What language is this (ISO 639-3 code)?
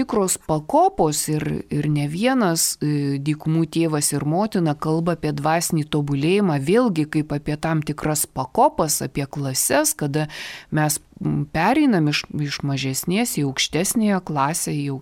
lit